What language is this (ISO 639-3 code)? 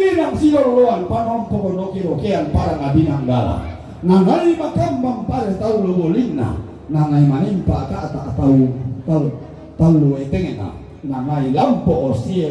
sda